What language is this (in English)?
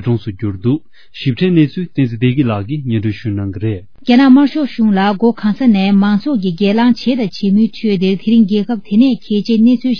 Tibetan